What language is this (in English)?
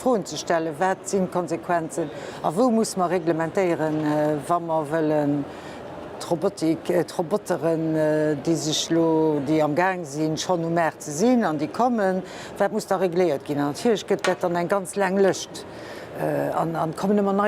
Luxembourgish